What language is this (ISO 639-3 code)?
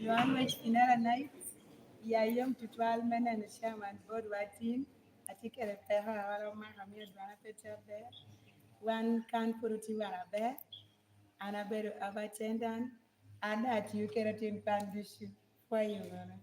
laj